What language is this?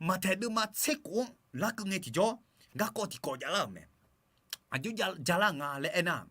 Akha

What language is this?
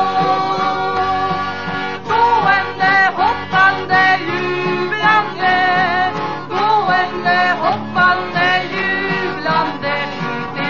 Swedish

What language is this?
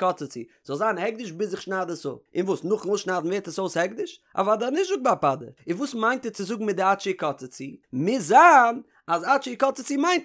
Yiddish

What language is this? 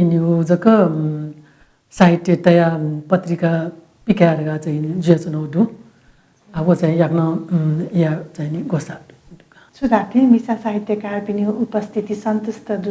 Newari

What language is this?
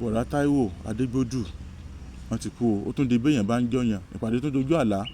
Yoruba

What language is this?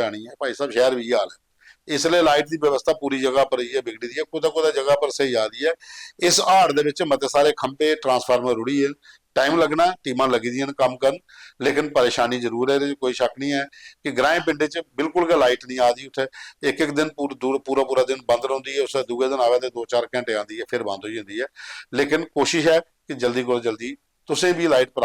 Dogri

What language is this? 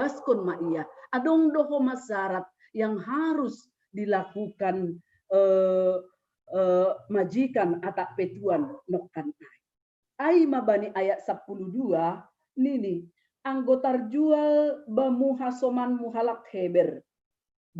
Batak Simalungun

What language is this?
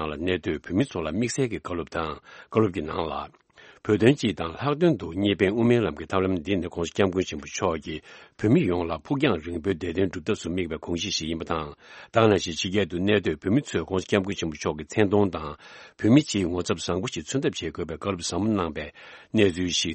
Tibetan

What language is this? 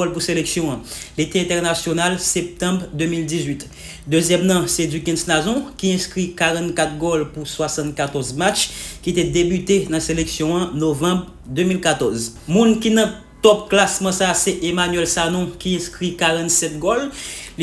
Haitian Creole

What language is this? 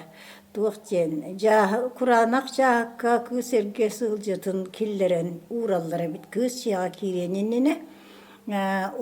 Yakut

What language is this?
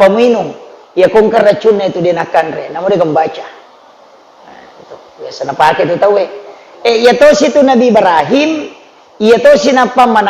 Buginese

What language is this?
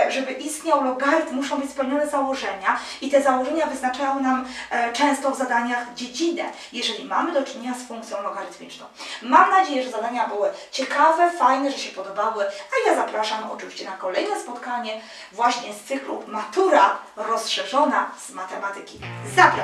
Polish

